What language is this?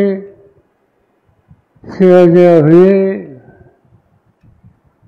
Marathi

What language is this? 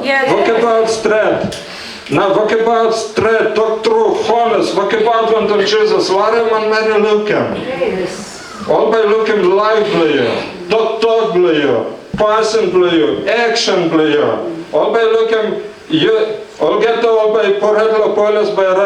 Tok Pisin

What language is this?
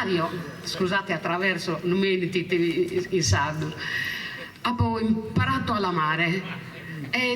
Sardinian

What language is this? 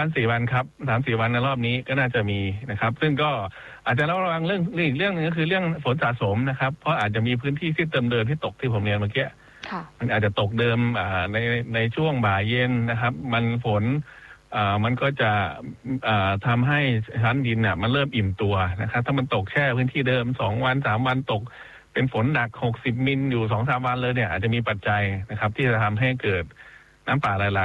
Thai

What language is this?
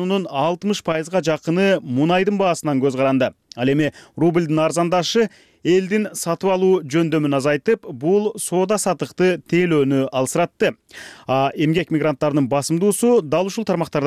Kyrgyz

